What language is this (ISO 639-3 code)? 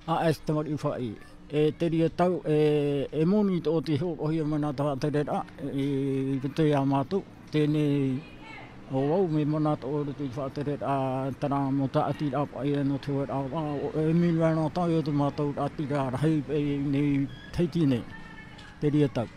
tah